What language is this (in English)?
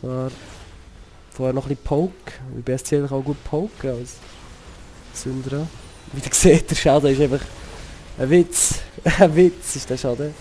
Swiss German